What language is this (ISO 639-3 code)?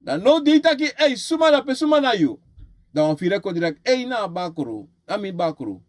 srn